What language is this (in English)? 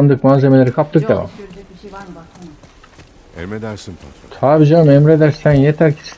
Turkish